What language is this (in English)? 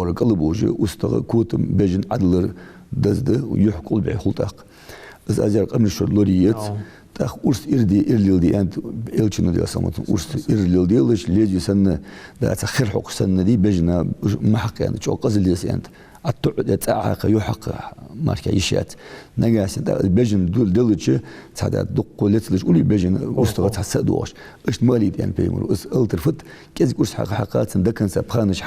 Ingush